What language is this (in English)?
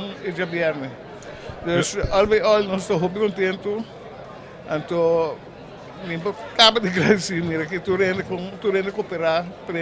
Papiamento